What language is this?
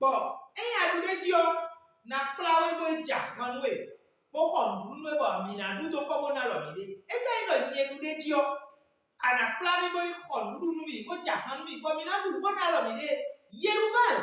Fon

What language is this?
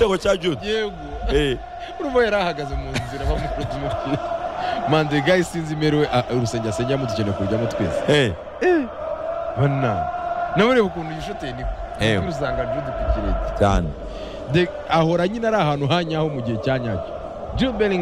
Kinyarwanda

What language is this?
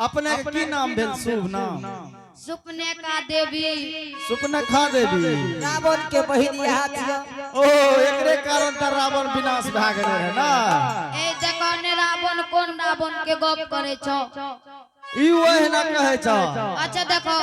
Angika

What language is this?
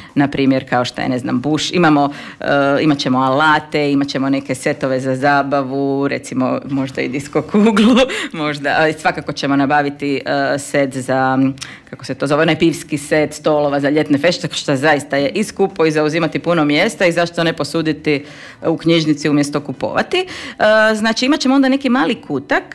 Croatian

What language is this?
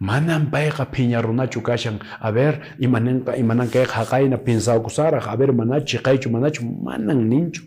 Quechua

